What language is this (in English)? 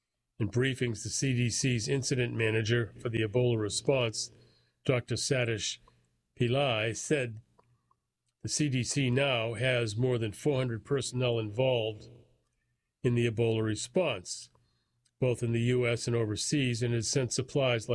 English